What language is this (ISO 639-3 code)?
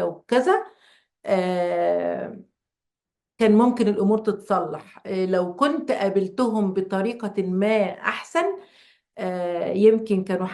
arz